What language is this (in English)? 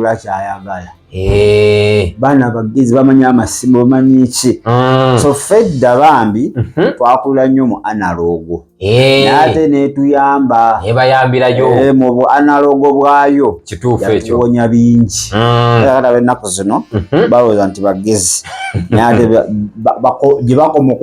Ganda